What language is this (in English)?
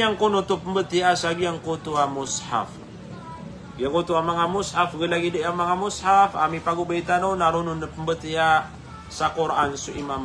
Maranao